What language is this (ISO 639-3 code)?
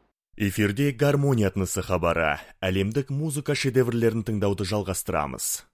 kaz